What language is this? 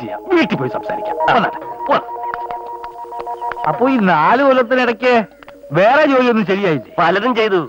Malayalam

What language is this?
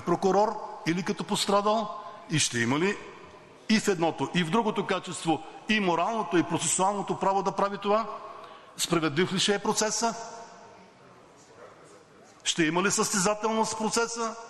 Bulgarian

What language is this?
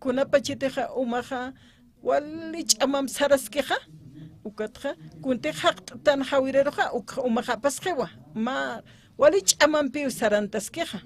Aymara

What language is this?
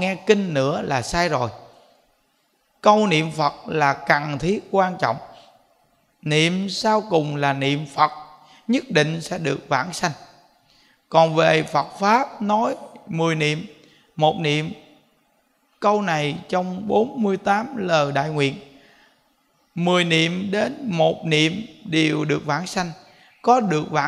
Vietnamese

